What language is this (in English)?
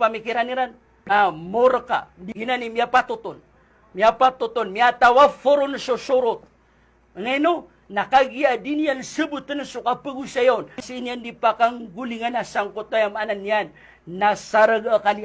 Maranao